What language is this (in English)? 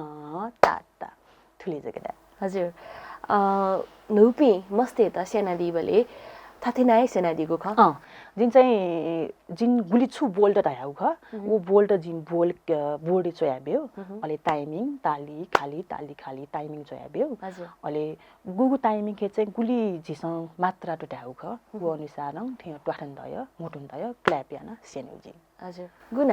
Newari